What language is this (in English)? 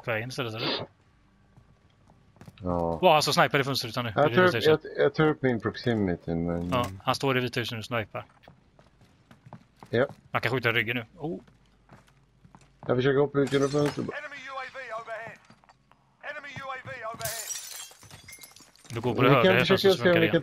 Swedish